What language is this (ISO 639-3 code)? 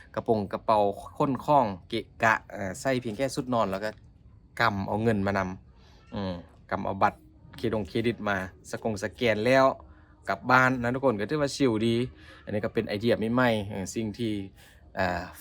lao